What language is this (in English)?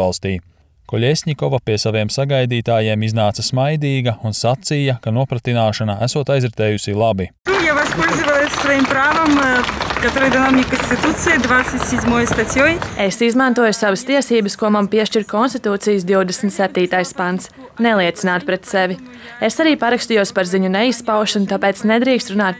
Latvian